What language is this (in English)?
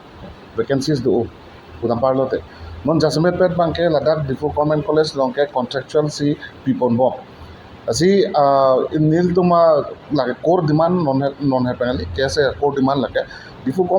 Karbi